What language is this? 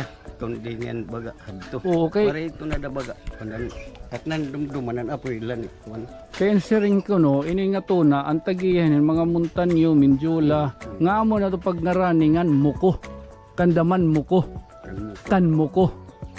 Waray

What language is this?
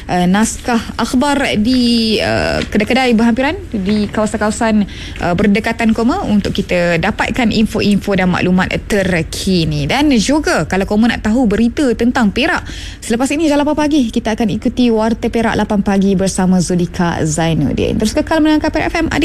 Malay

